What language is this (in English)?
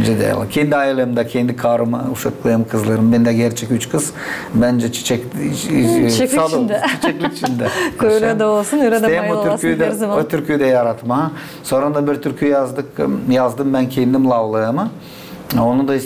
Gagauz